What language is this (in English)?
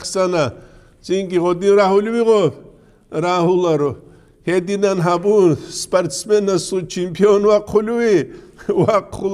Avaric